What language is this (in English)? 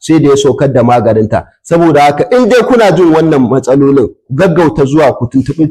Hausa